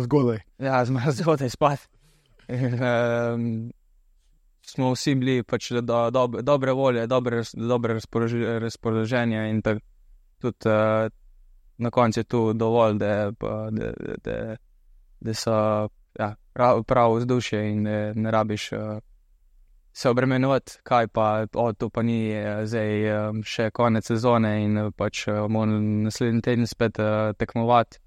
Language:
Slovenian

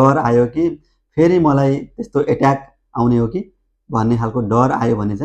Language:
Nepali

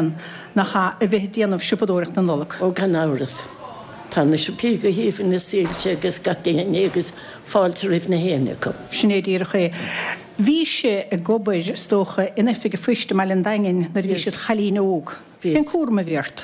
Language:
Irish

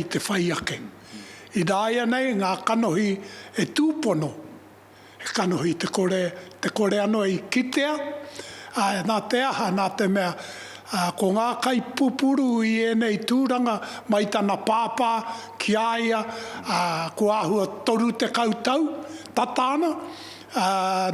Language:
Māori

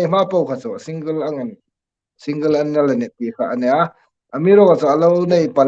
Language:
Hmar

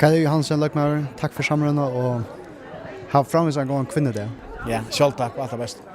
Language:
Faroese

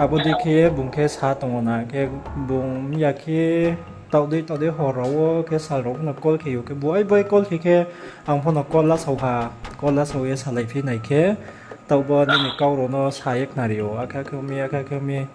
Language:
Riang (India)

